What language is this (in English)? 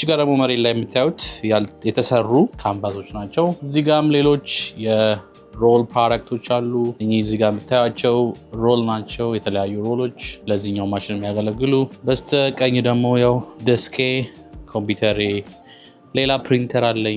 Amharic